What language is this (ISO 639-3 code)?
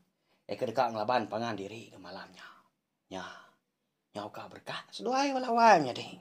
iba